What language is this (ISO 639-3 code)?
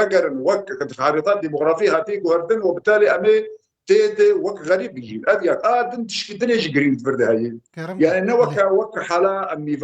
kur